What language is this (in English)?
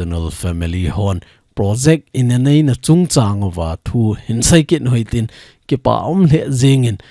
Thado Chin